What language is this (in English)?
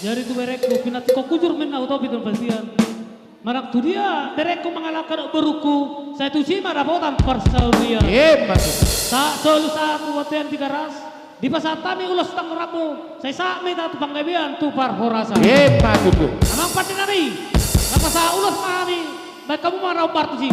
Batak Karo